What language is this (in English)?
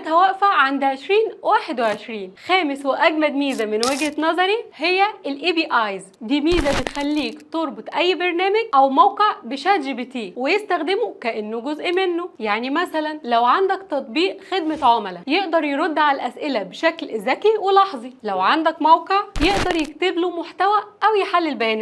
Egyptian Arabic